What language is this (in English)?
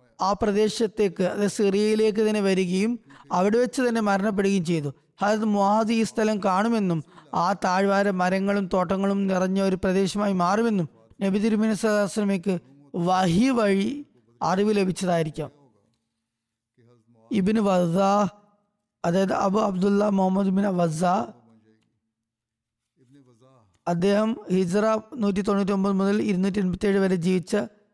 Malayalam